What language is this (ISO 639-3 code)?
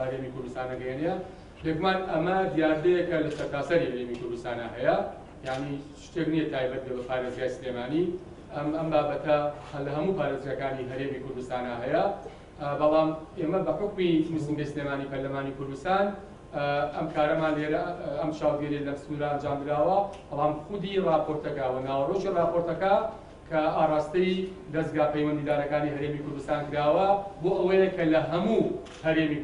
ckb